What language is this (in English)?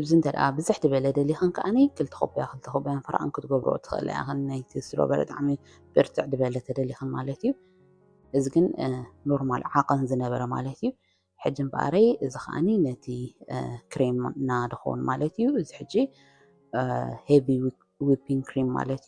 Tigrinya